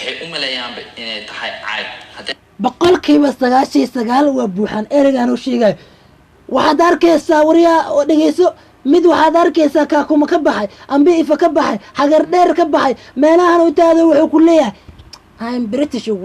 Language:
Somali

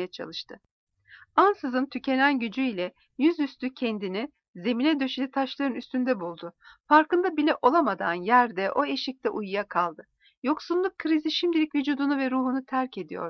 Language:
Turkish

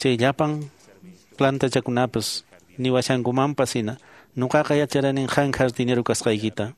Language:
Quechua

